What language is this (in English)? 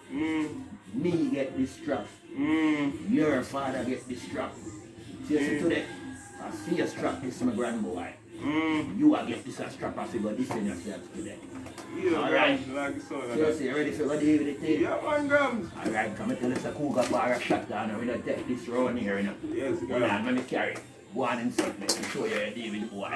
Jamaican Creole English